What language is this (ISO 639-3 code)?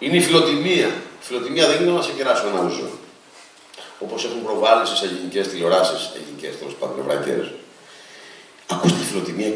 ell